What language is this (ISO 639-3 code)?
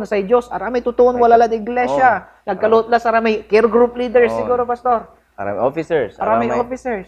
pag